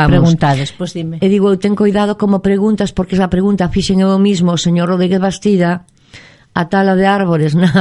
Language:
Galician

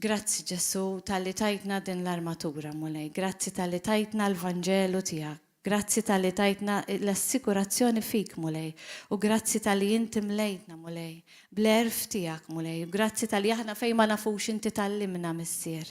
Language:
Maltese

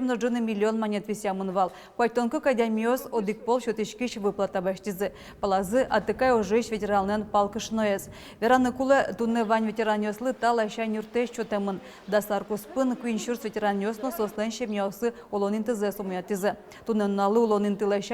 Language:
Udmurt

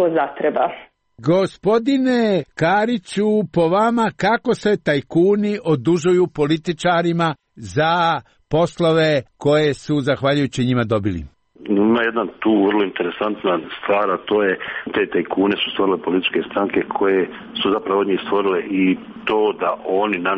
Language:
Serbian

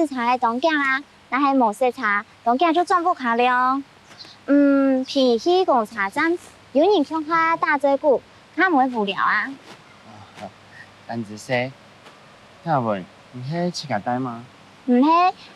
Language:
Hakka Chinese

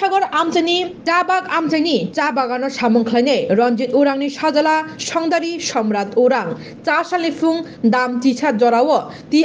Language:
Kok Borok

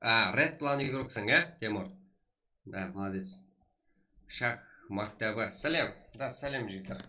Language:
Kara-Kalpak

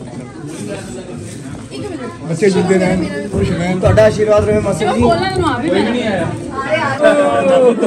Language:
Punjabi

